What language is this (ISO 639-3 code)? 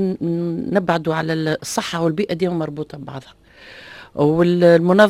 aeb